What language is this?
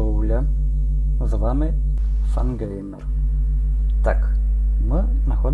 Rusyn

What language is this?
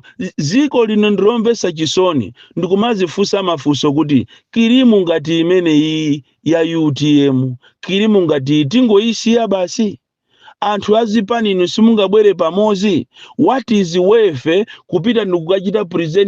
Nyanja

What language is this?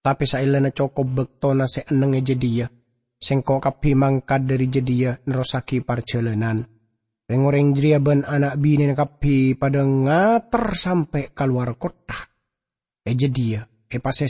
Madurese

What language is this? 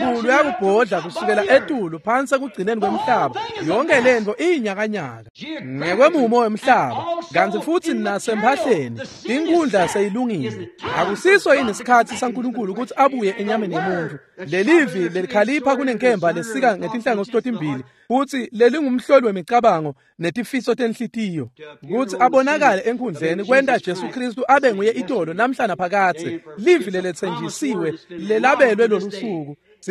Swati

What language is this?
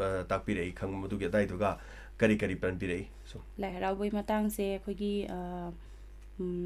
Manipuri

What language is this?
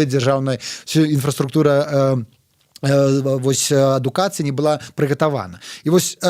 Belarusian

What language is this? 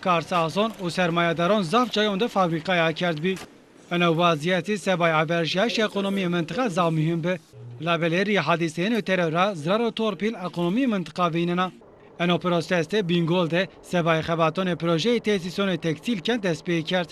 Zaza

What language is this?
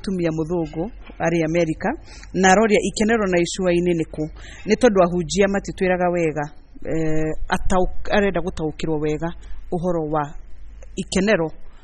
Kikuyu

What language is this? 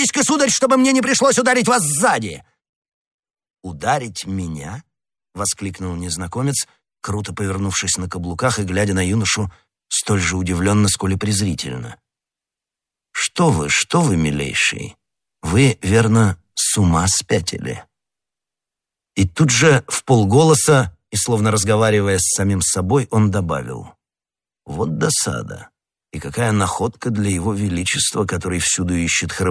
Russian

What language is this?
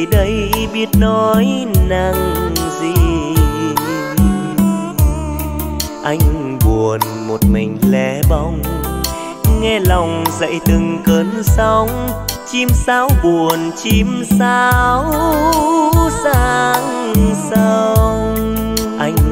Vietnamese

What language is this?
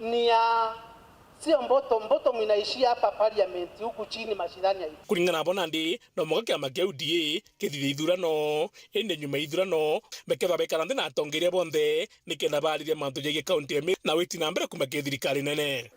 Meru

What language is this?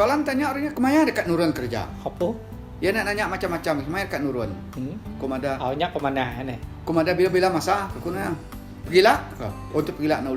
Iban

